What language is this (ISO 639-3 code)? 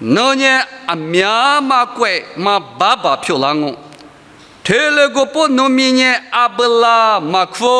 lis